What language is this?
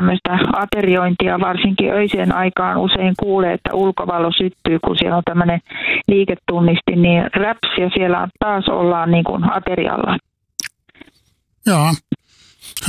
Finnish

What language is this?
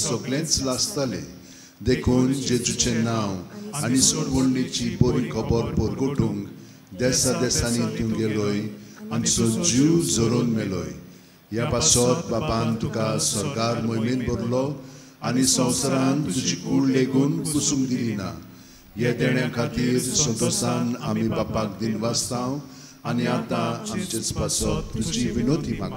Konkani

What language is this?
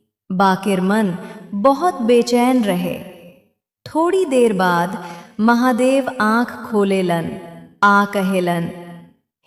Bhojpuri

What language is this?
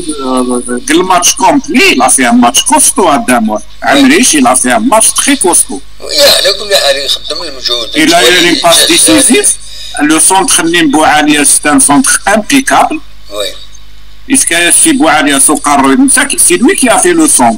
Kabyle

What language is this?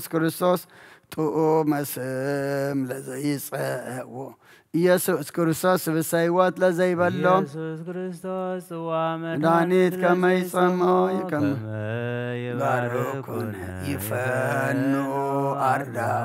Geez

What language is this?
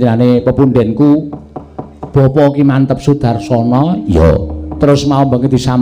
Javanese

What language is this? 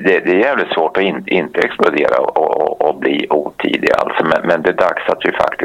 Swedish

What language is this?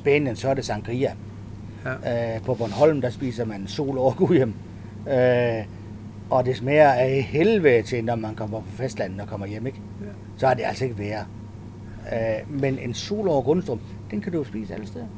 Danish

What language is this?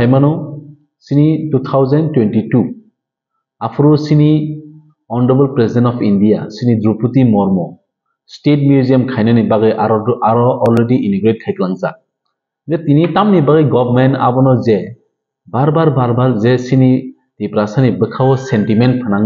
Kok Borok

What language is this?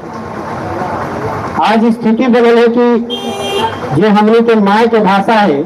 Magahi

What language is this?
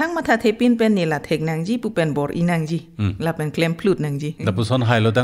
Karbi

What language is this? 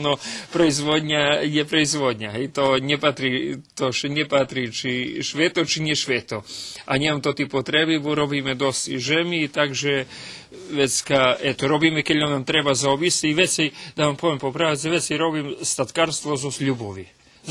Rusyn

